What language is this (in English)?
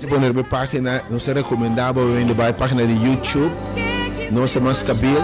Papiamento